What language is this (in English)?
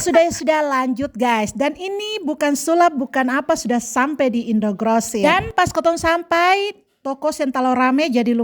Ambonese Malay